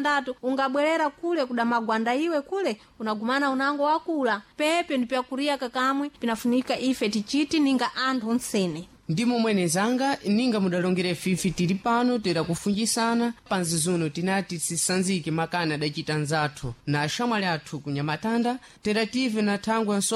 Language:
Sena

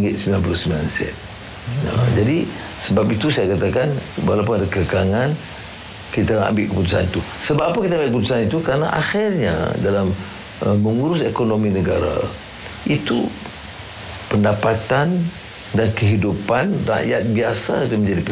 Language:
Malay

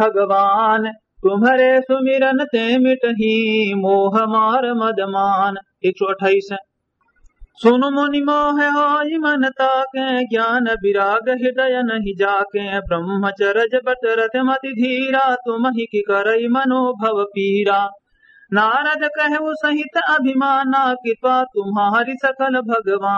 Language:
Awadhi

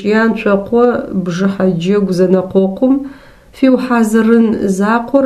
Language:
Adyghe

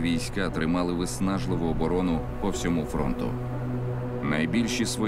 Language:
Ukrainian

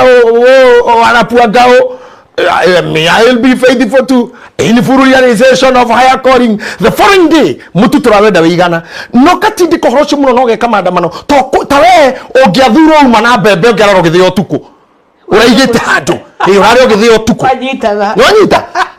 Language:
Kikuyu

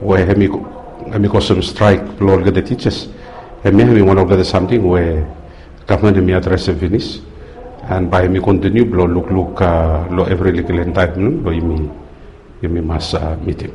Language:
Bislama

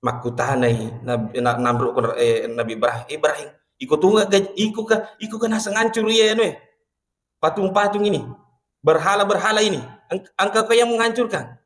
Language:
Buginese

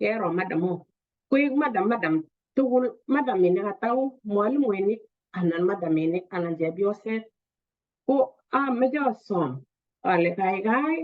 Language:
Kalenjin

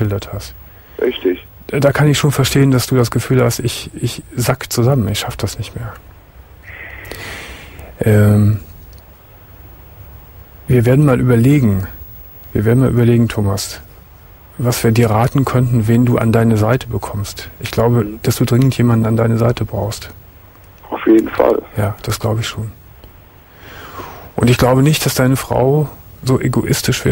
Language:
German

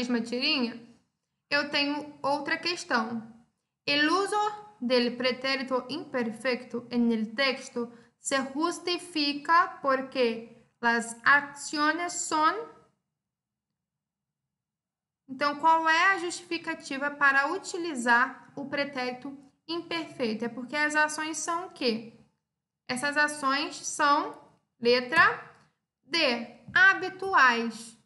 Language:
Portuguese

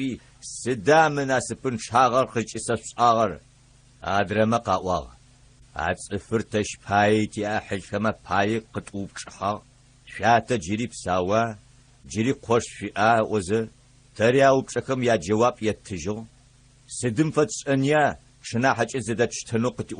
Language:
Adyghe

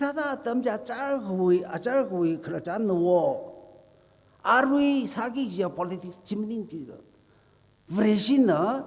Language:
Tangkhul Naga (India)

